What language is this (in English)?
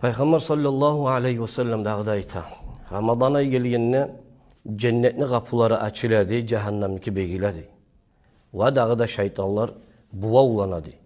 Kumyk